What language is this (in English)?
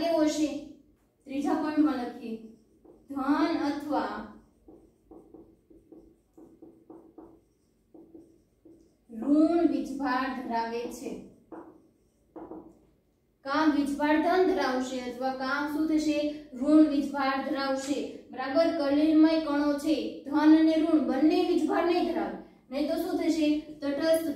Gujarati